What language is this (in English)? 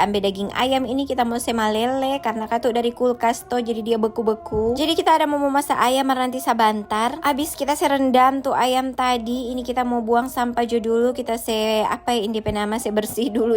Manado Malay